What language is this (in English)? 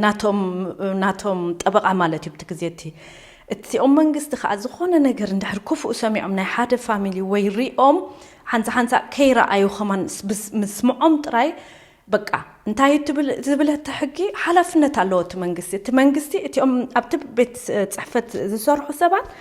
Tigrinya